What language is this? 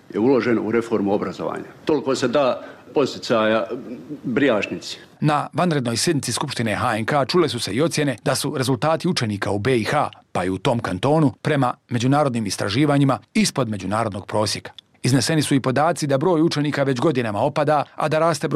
Bosnian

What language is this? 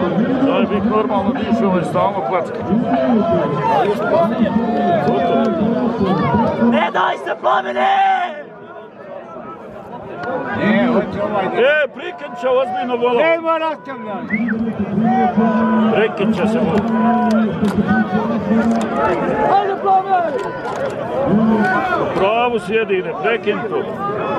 Croatian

